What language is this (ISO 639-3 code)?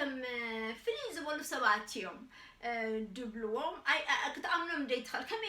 tir